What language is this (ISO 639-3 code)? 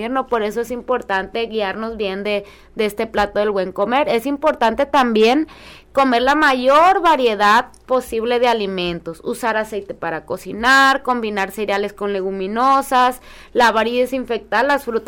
spa